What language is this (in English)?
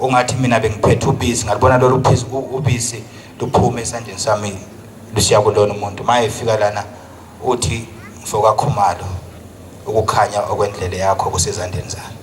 Zulu